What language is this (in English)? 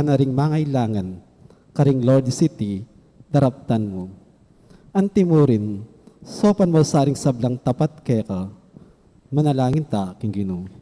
Pampanga